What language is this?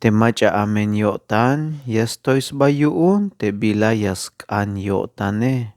Tzeltal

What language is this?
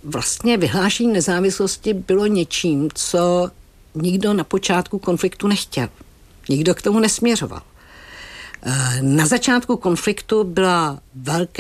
Czech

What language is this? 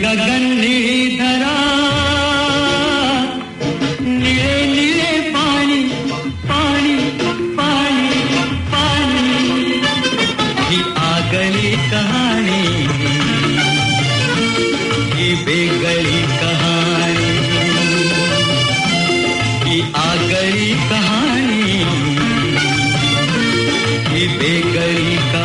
Marathi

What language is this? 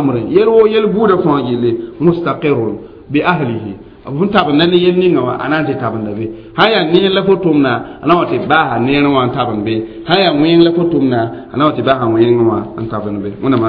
Mossi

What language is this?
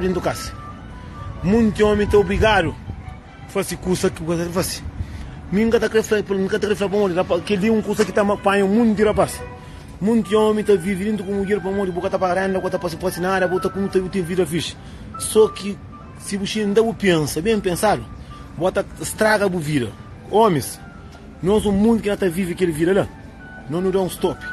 Kabuverdianu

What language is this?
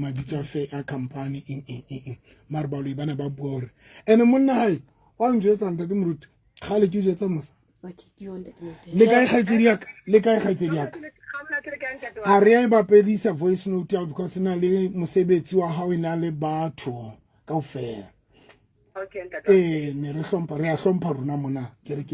Southern Sotho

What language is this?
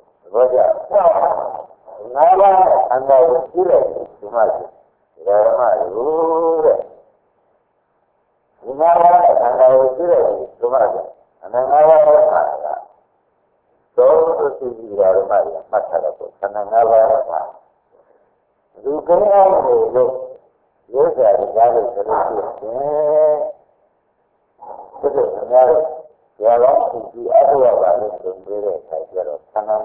Burmese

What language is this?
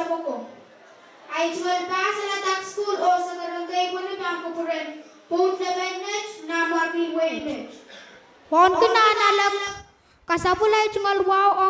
Pohnpeian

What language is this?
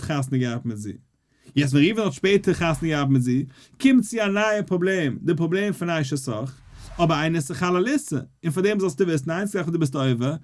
Yiddish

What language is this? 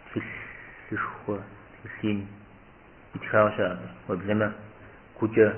Kabardian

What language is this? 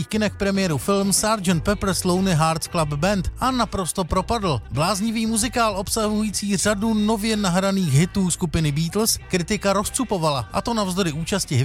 Czech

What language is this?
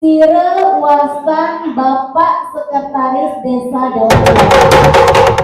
Balinese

